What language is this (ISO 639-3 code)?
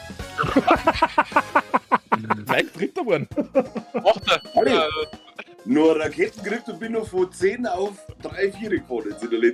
bar